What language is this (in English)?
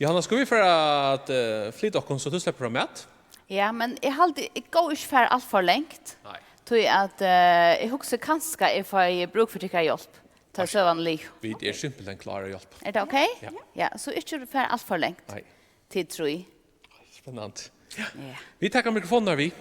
Faroese